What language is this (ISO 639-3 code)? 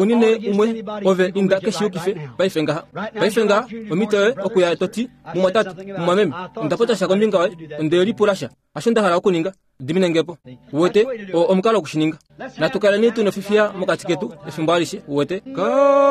kua